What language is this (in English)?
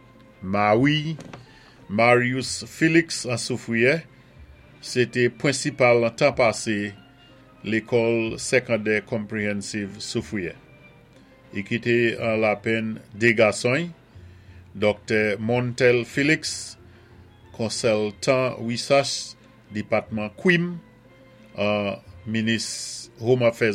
Saint Lucian Creole French